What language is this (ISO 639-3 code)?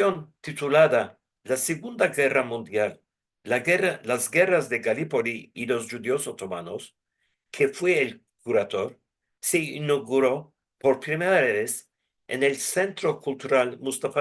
lad